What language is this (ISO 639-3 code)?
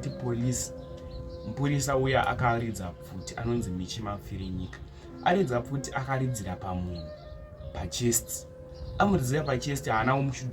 sna